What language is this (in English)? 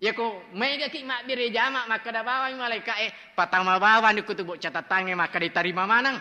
Buginese